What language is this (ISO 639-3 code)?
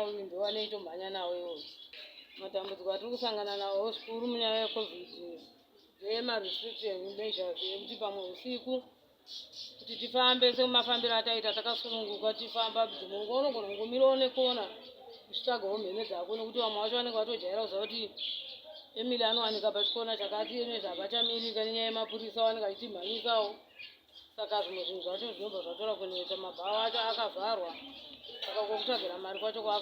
sna